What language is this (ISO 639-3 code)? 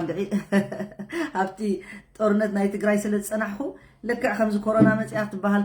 tir